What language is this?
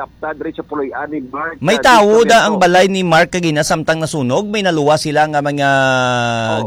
Hiligaynon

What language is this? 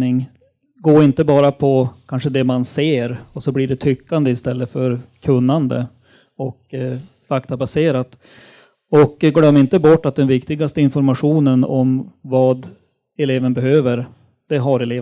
Swedish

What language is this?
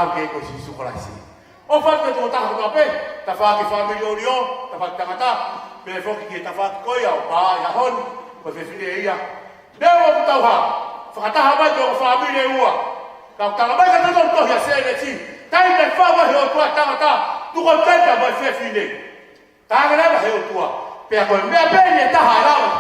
Tongan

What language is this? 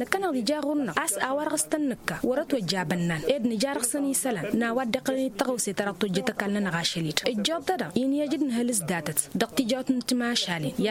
Tamasheq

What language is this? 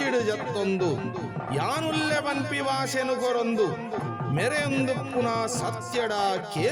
Tulu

